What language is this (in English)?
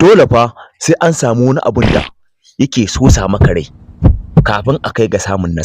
Hausa